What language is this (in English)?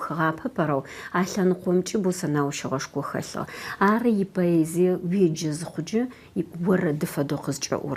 Adyghe